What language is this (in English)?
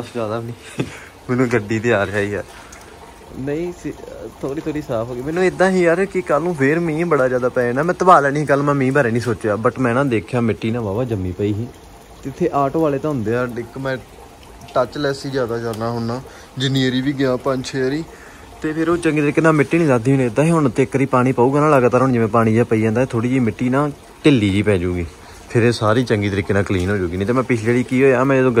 Punjabi